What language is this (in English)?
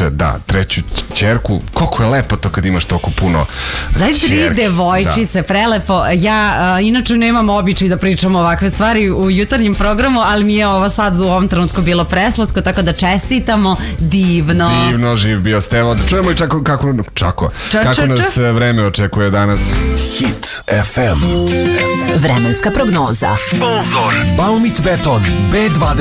Serbian